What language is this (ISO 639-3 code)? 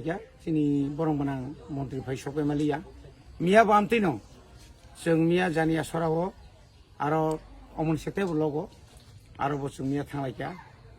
trp